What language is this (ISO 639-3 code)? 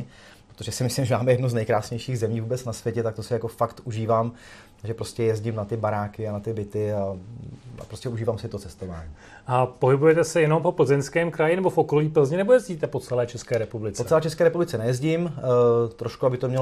ces